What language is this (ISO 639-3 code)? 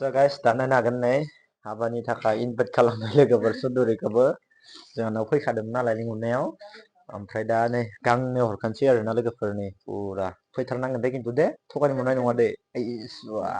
brx